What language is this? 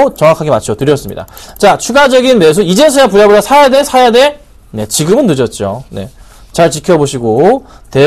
Korean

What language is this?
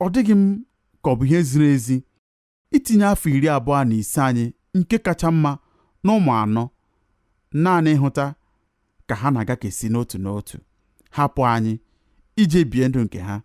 Igbo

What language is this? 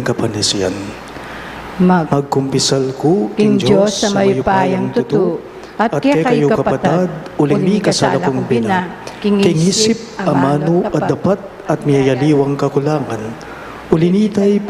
Pampanga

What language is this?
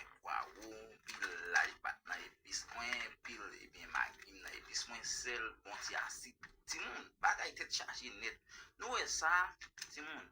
Haitian Creole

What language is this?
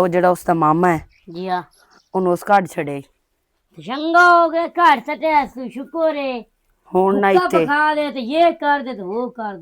Western Panjabi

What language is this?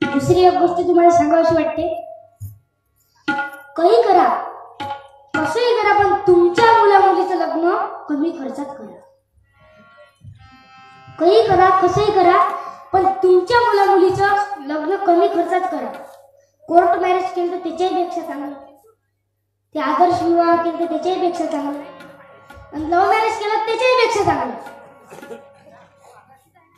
Marathi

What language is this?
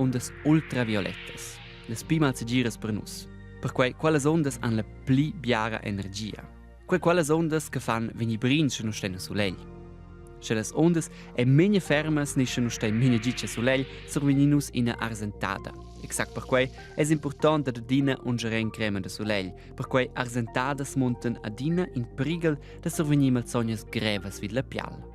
Romansh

